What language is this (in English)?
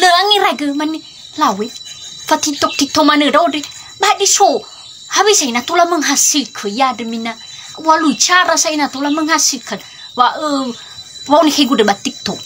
Nias